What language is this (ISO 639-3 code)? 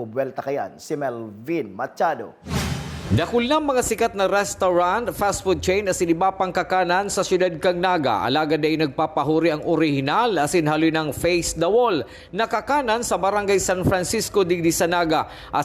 bik